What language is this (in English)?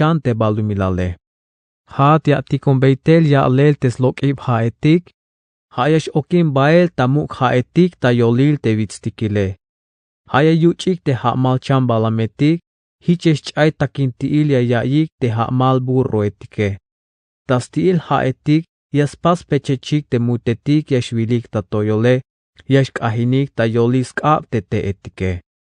Tzeltal